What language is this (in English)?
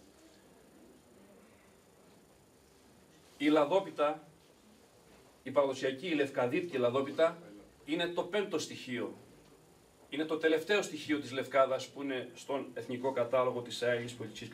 Greek